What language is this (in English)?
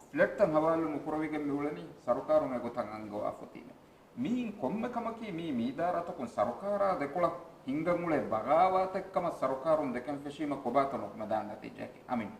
Divehi